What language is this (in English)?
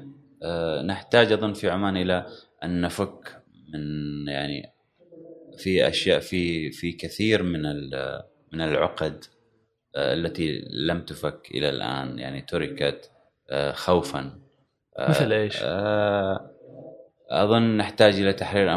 Gulf Arabic